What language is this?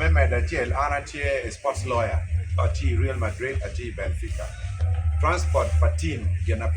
Acoli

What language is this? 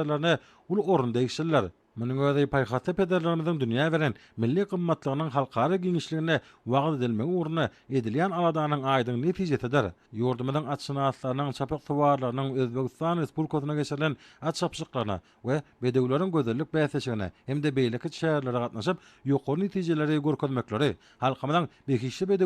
Turkmen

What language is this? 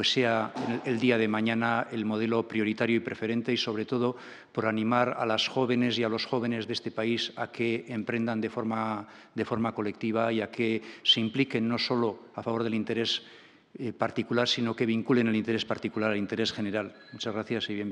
Spanish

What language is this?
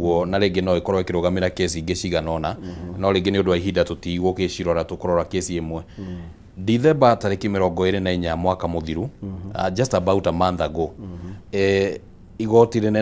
Kikuyu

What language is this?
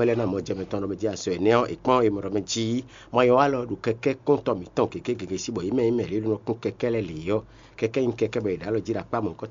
Fon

